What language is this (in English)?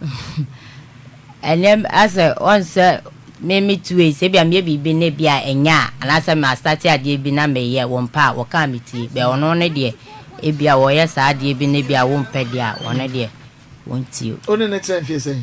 Akan